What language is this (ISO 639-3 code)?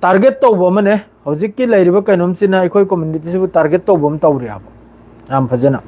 mni